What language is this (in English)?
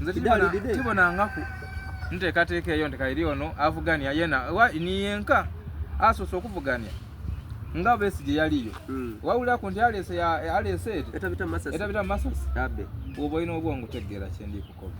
Soga